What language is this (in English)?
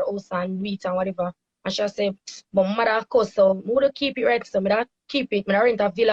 Jamaican Creole English